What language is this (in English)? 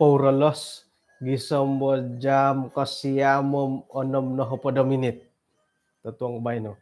Central Dusun